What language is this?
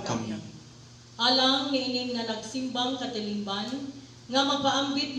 Cebuano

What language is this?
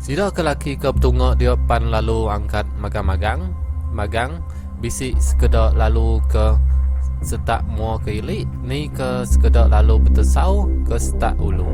Iban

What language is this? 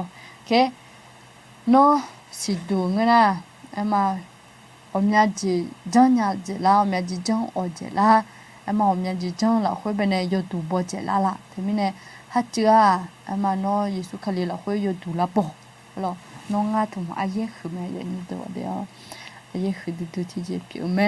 Akha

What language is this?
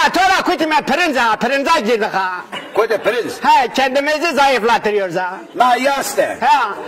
Zaza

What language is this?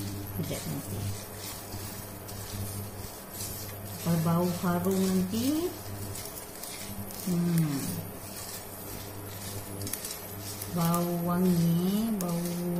Malay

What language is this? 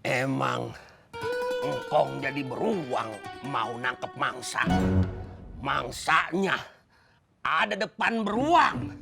Betawi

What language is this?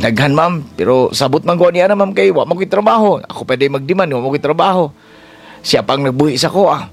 Cebuano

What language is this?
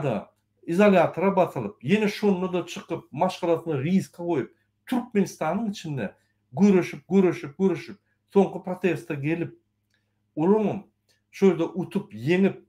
Turkmen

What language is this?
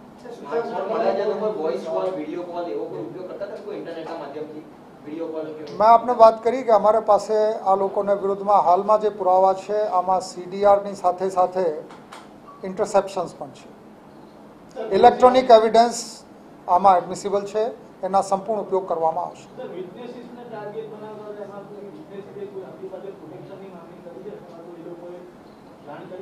Gujarati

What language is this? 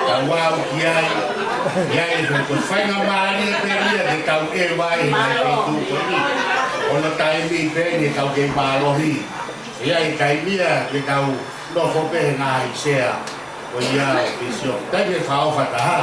Tongan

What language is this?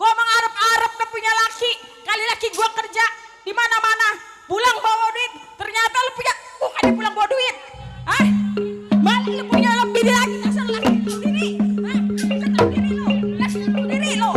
Betawi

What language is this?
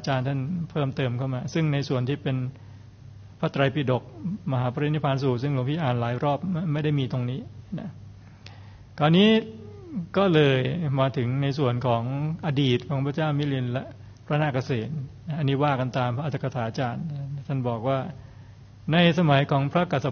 Thai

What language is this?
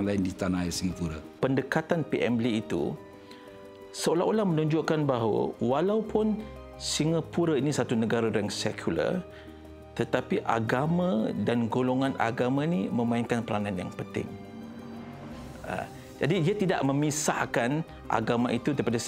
Malay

